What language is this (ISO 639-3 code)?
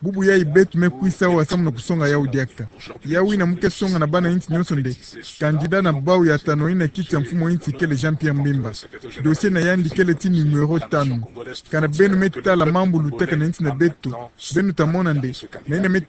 ktu